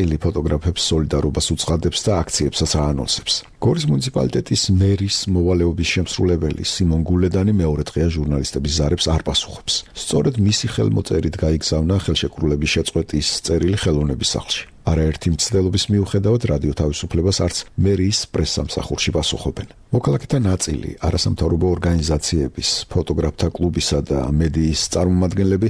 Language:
Georgian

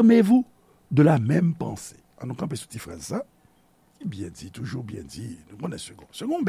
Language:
Haitian Creole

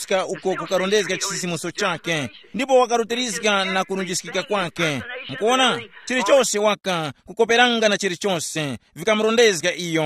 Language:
Tumbuka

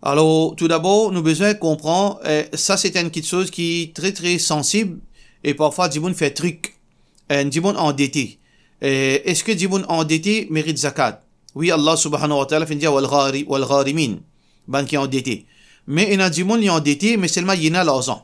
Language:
Morisyen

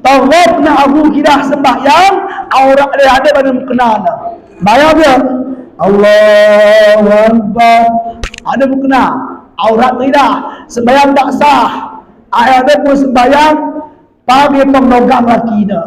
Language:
Batak Alas-Kluet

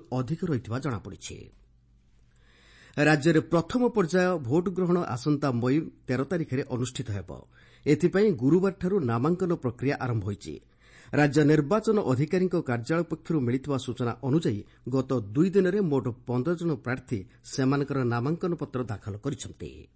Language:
Odia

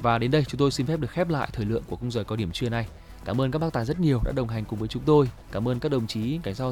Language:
Vietnamese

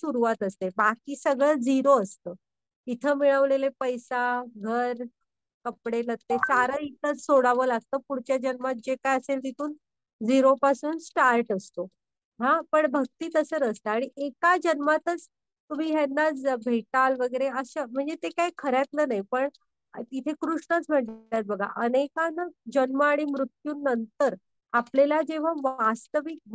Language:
Marathi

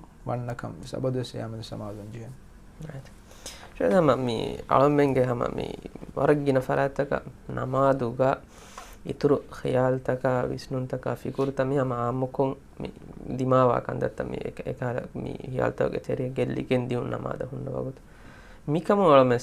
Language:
Divehi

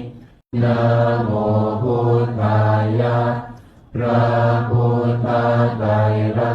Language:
Pali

